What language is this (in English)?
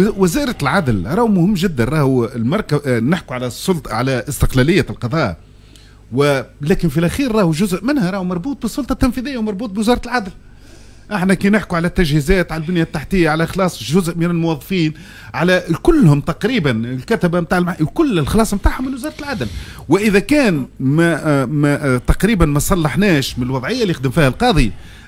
Tunisian Arabic